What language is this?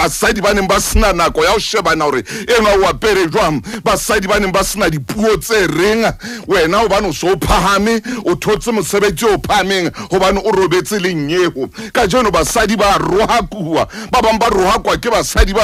Southern Sotho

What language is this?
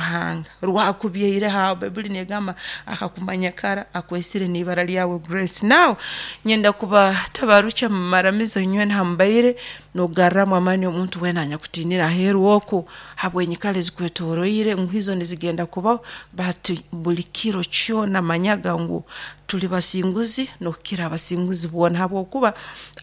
Nyoro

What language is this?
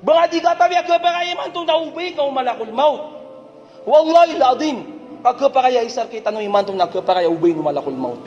Maranao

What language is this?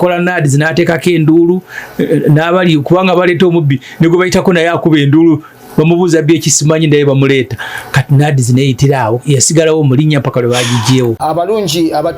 Ganda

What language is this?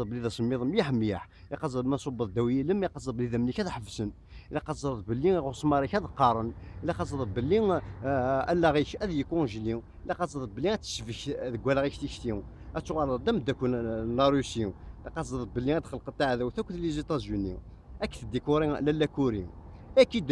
Kabyle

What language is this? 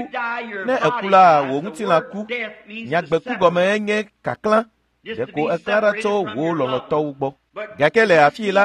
Ewe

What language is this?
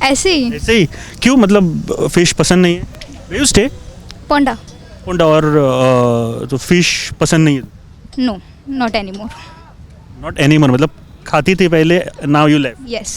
Konkani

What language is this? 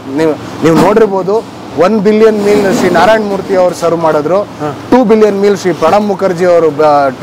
Kannada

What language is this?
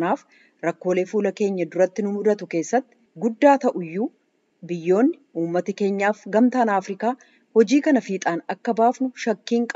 Oromo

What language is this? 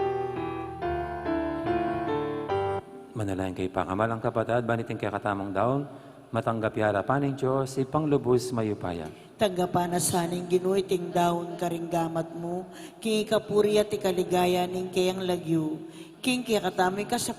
Pampanga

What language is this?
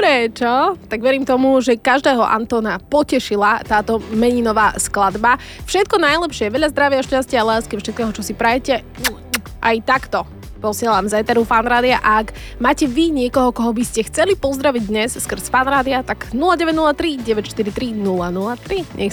Slovak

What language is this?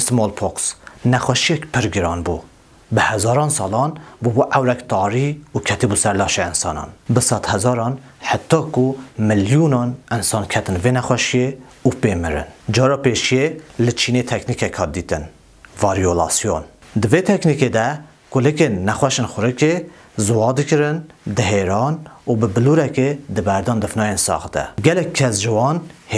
Kurdish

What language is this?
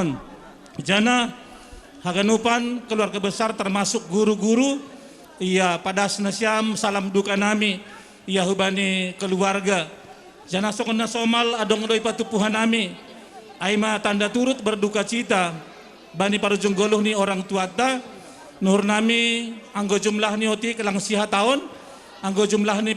Batak Simalungun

